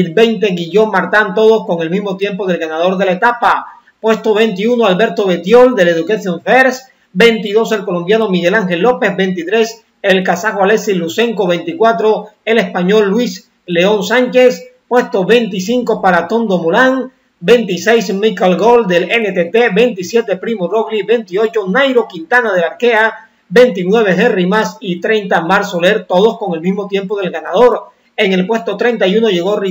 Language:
Spanish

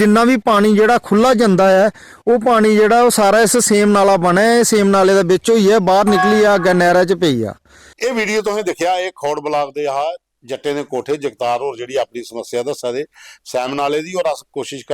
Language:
Dogri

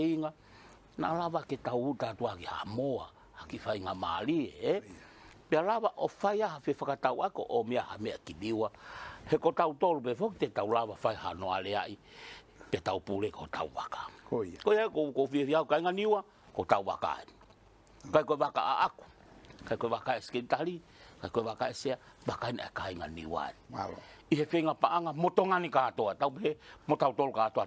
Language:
Tongan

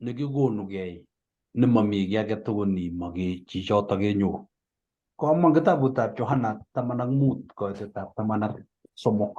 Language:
Kalenjin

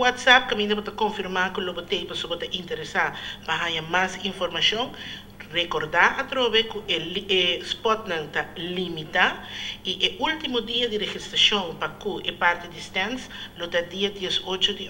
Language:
Papiamento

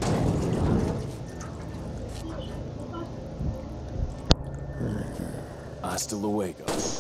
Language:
Russian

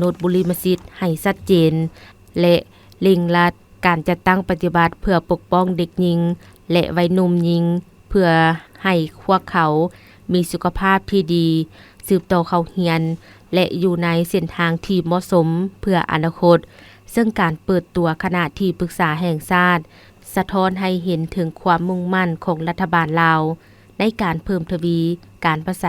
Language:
Lao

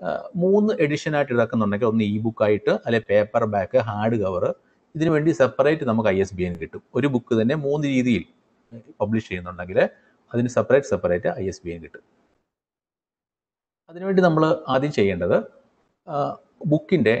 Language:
Malayalam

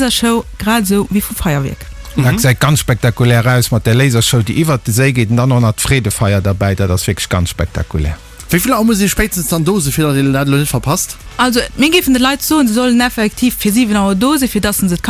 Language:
Luxembourgish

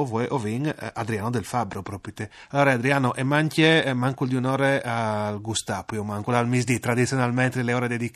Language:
Friulian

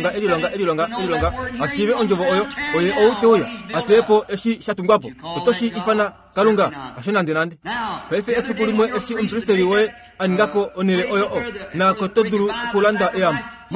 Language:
Kuanyama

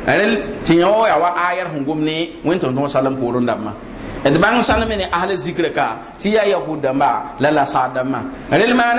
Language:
Mossi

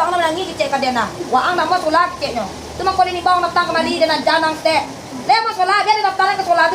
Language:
Minangkabau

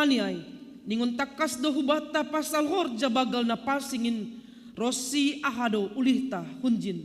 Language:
Batak Simalungun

